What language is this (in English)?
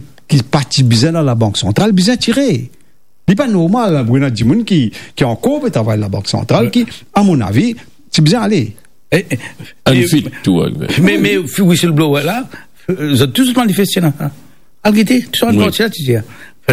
Morisyen